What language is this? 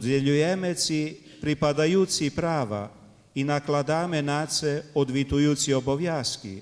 Rusyn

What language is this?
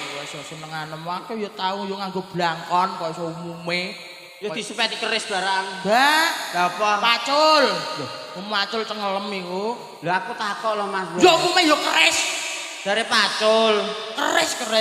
Javanese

